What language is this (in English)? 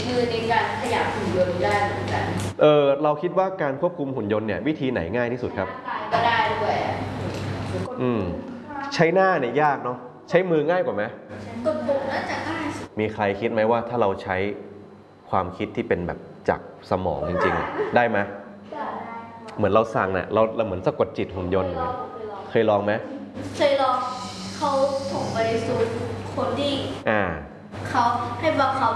Thai